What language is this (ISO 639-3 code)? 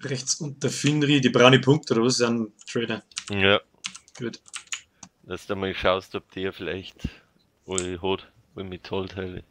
bar